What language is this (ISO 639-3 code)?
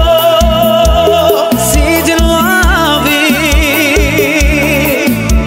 por